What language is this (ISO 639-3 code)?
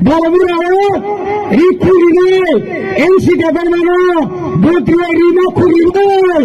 trp